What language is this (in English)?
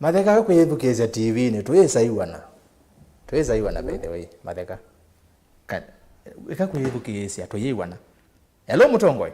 Kamba